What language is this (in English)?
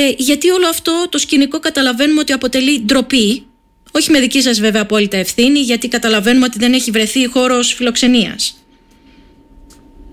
Greek